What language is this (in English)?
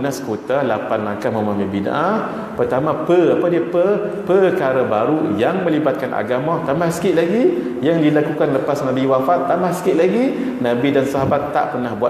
Malay